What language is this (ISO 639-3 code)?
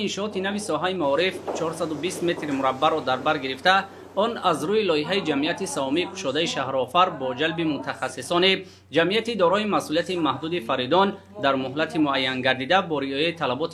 tgk